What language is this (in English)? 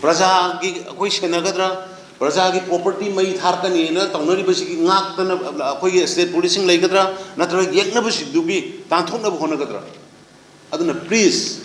Manipuri